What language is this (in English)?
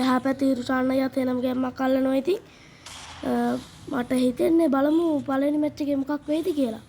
Sinhala